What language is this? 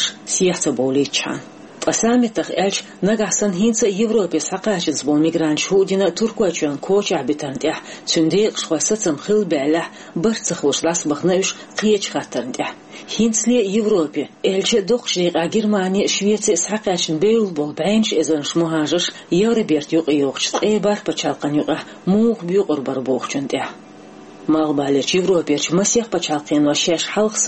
Chechen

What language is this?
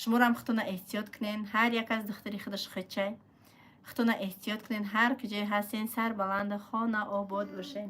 Tajik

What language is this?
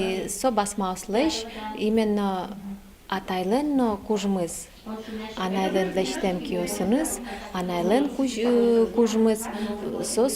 Udmurt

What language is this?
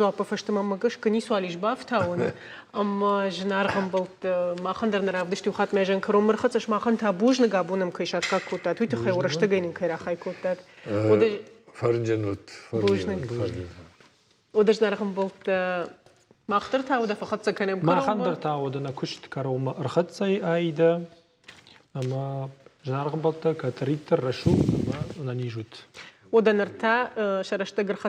Ossetic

